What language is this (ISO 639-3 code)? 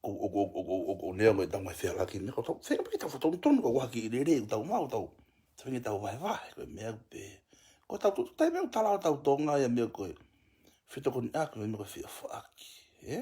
ton